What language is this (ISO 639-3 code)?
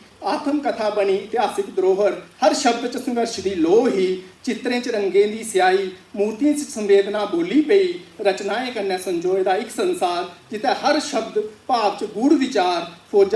doi